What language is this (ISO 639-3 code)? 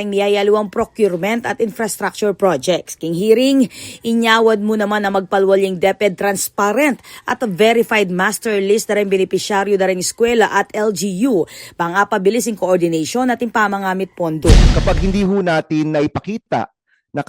pam